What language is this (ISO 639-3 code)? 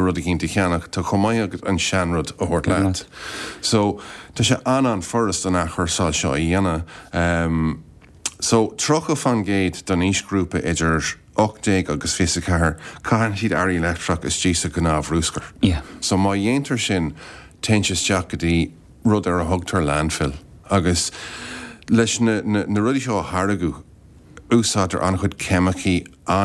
gle